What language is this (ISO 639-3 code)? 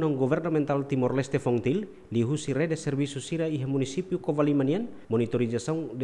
tet